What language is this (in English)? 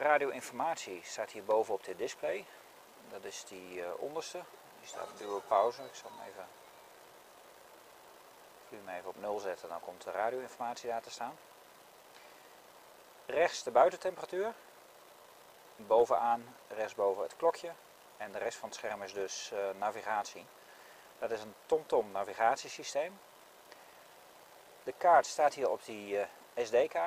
Dutch